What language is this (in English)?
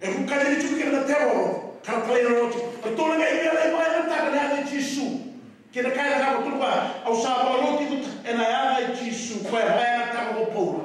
Fijian